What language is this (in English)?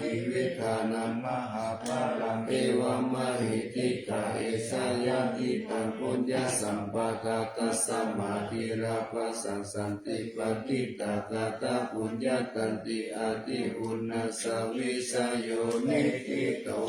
Pali